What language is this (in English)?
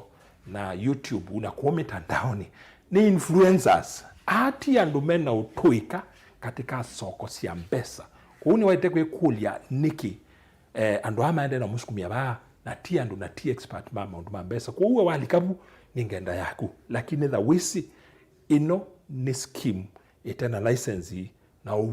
Kamba